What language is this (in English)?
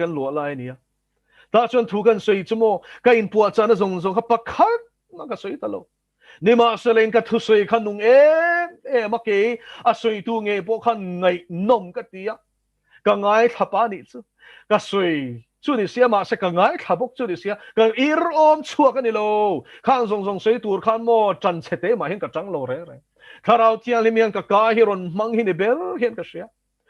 Mizo